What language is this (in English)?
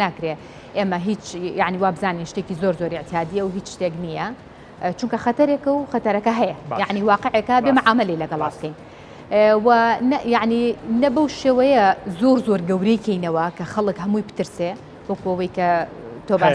Central Kurdish